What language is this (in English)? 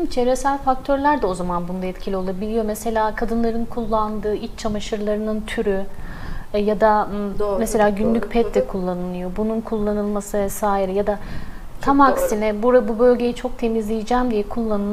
Turkish